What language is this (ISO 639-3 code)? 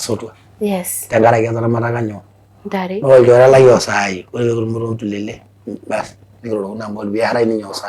mas